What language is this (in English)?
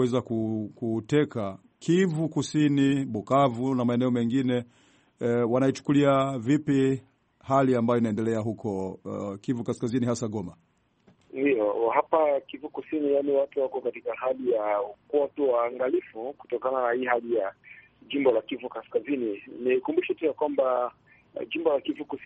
Swahili